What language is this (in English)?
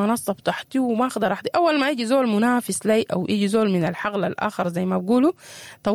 Sudanese Arabic